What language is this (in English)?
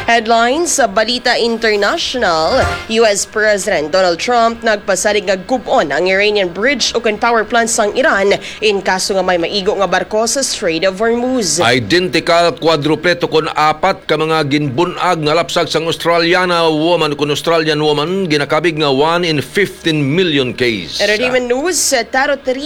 Hiligaynon